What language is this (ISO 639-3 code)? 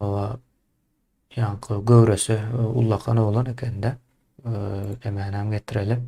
tuk